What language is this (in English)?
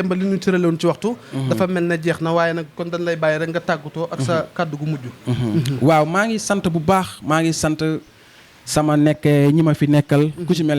Wolof